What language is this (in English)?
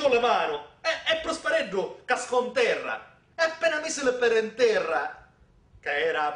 Sicilian